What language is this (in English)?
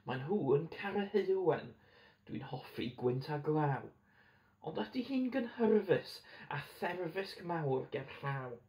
Welsh